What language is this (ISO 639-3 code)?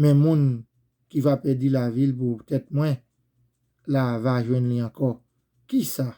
hat